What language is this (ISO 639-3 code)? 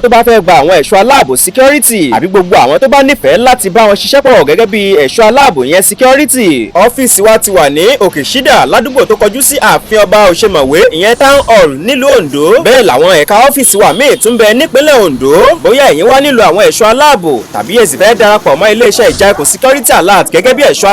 yor